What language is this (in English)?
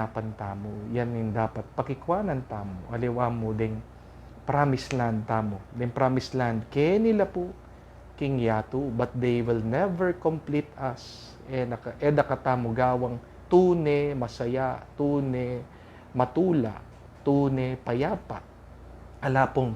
Pampanga